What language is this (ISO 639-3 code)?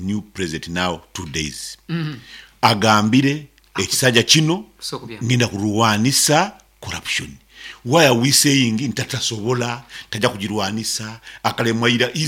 nyn